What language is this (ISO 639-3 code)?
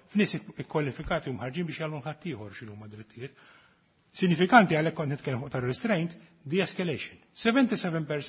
mlt